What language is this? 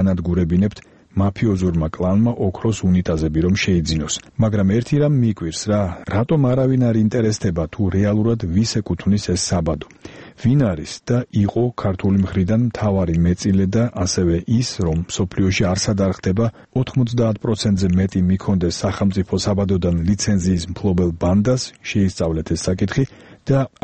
Georgian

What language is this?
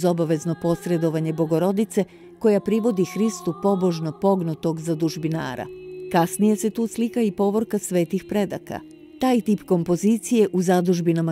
Serbian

